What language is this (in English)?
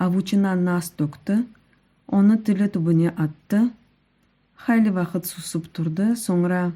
Crimean Tatar